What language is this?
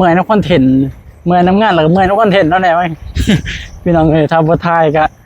Northeastern Thai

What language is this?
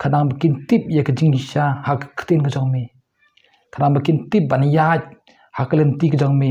Khasi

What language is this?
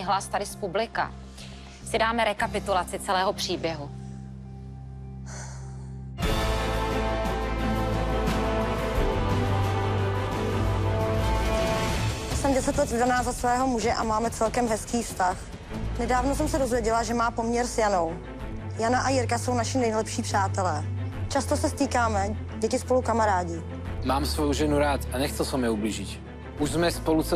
Czech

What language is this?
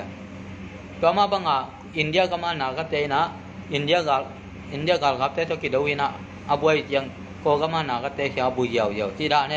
Tedim Chin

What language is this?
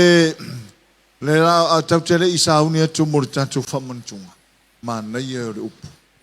Samoan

